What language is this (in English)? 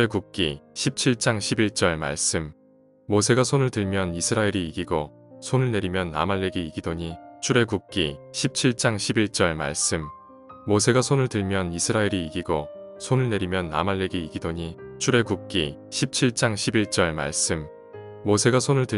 Korean